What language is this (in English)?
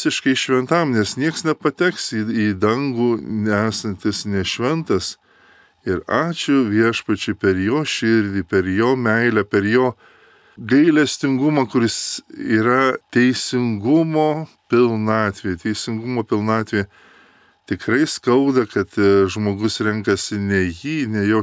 Lithuanian